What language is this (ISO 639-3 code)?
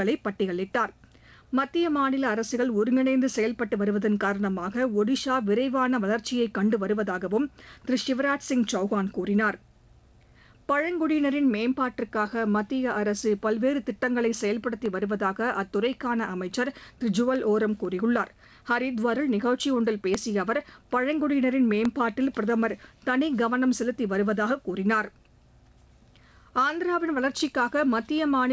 tam